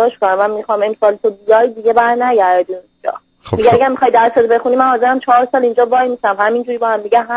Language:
Persian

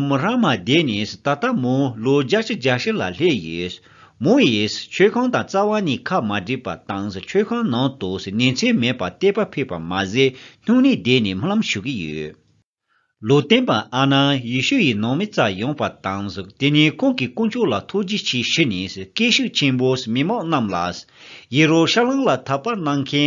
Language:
Tibetan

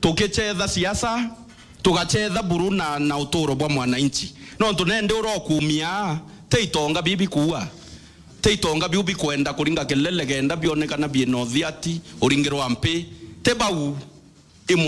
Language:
Meru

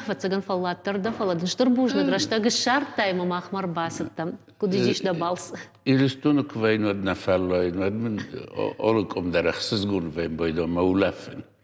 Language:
Ossetic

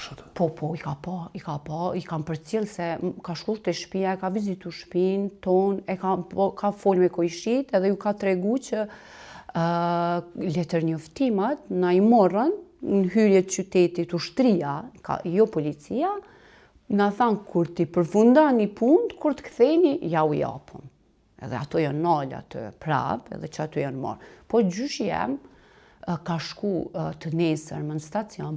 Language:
Albanian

